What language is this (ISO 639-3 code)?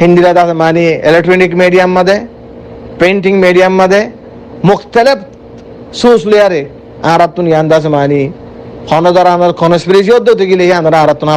rhg